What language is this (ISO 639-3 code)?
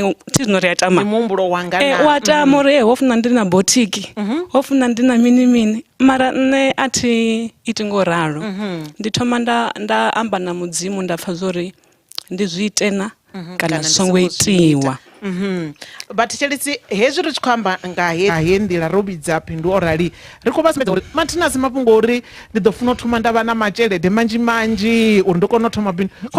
ven